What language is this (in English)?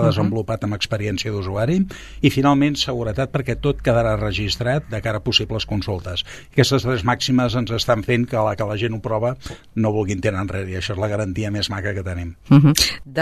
Catalan